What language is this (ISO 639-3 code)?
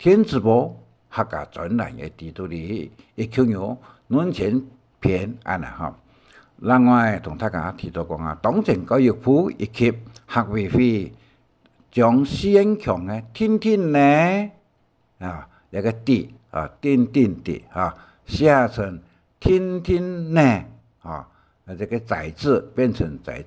hak